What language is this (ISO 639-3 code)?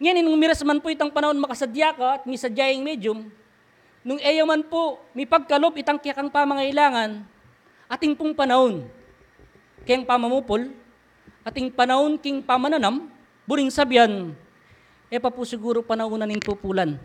pam